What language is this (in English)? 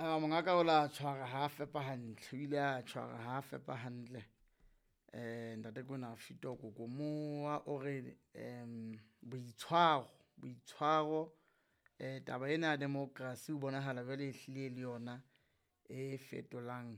Southern Sotho